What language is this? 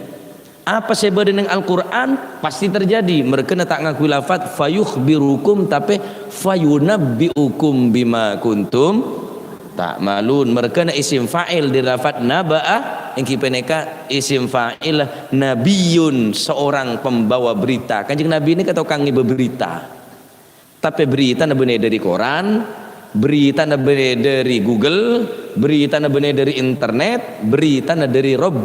Madurese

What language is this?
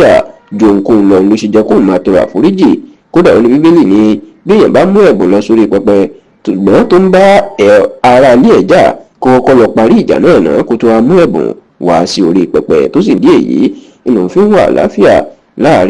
Yoruba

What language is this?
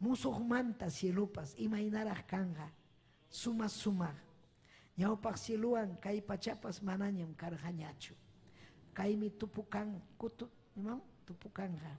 Ayacucho Quechua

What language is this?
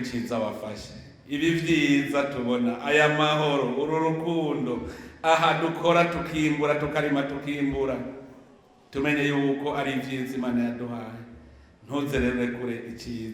Rundi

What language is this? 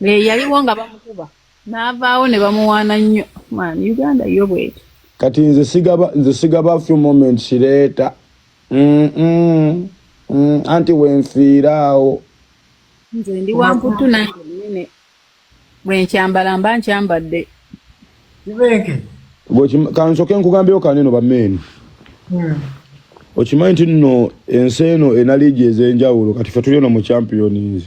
Ganda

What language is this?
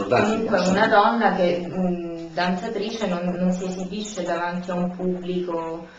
Italian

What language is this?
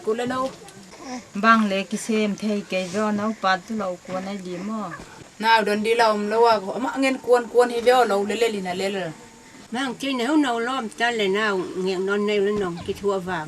Tedim Chin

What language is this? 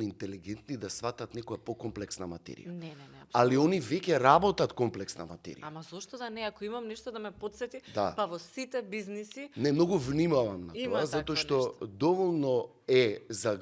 Macedonian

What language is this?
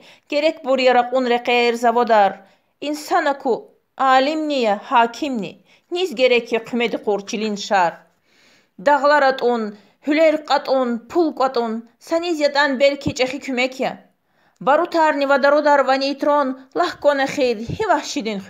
Lezghian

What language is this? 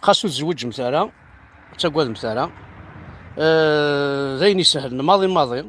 Kabyle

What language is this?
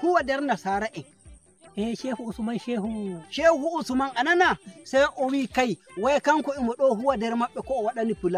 Nigerian Fulfulde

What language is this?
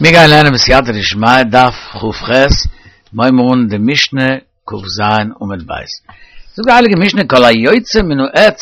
Yiddish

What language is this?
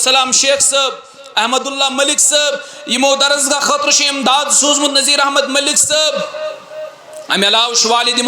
Kashmiri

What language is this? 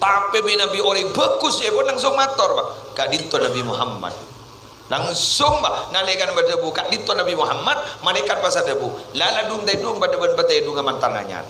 Madurese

